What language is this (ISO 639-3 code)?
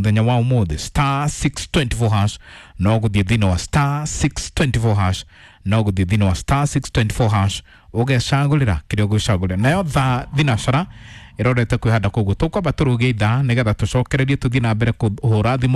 kik